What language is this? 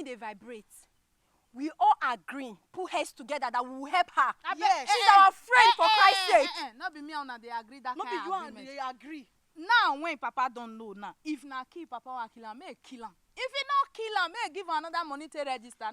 Nigerian Pidgin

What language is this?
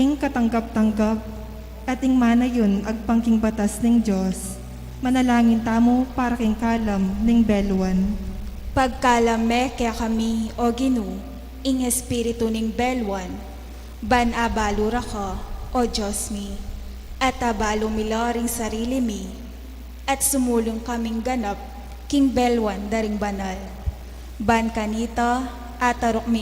Pampanga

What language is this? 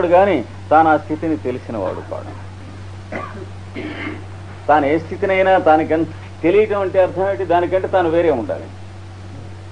Telugu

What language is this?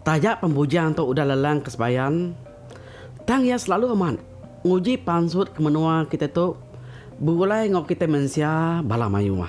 Iban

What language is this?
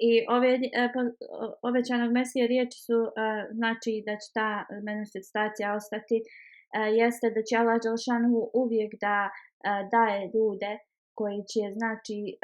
Bosnian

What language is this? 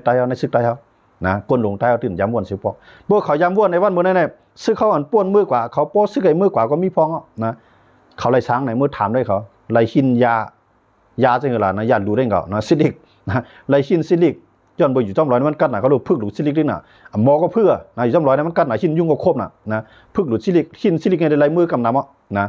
Shan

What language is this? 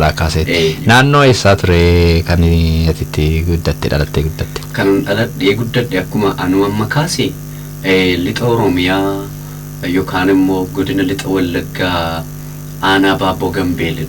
Oromo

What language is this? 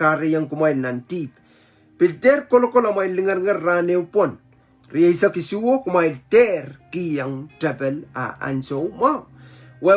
Pohnpeian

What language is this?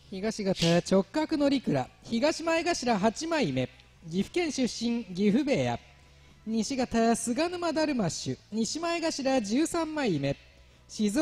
Japanese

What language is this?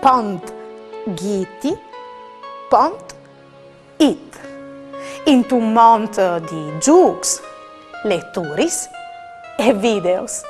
Friulian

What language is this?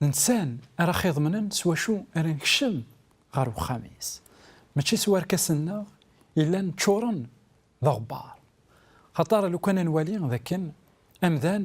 Kabyle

